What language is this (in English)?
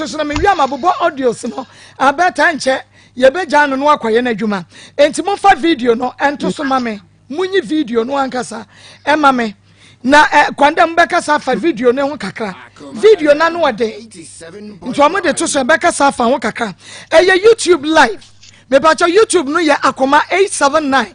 Akan